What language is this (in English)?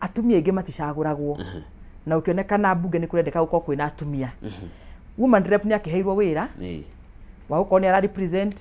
Kikuyu